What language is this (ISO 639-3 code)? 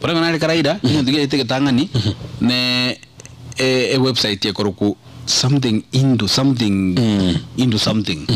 guz